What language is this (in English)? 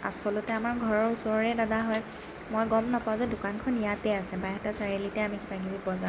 Assamese